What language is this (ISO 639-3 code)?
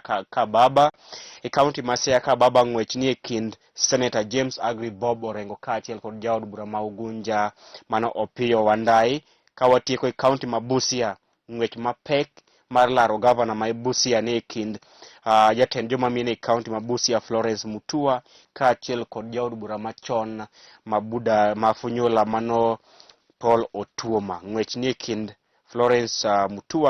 luo